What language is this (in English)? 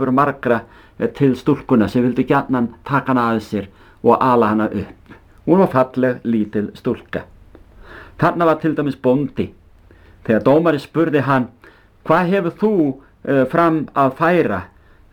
Icelandic